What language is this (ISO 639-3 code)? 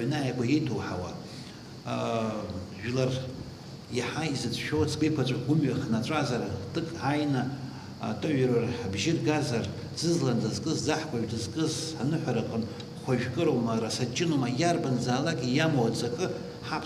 abk